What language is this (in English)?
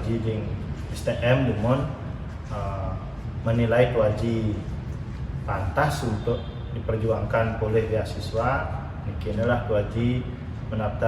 Balinese